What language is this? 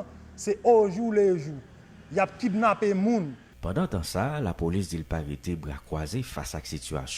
Haitian Creole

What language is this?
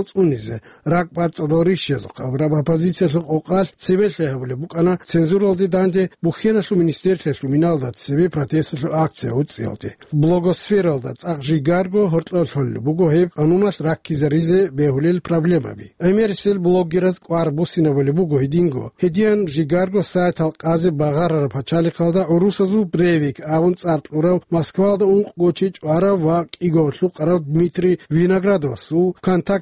Avaric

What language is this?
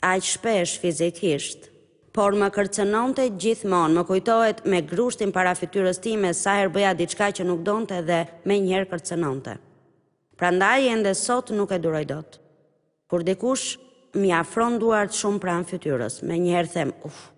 Albanian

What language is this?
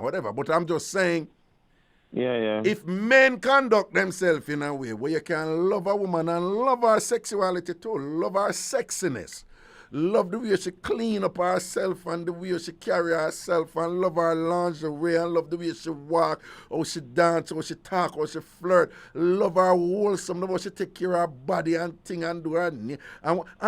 Jamaican Creole English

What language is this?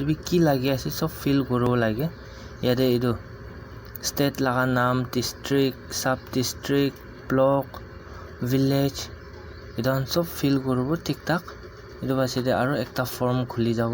Naga Pidgin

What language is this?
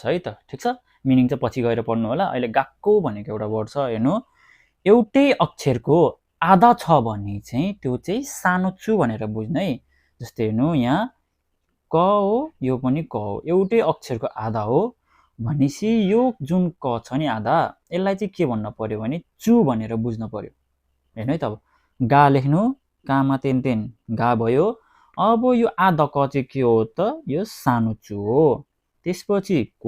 Nepali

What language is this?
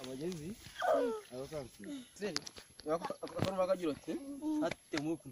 Nyankole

